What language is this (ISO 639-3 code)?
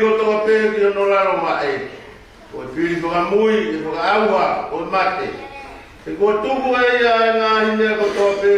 ton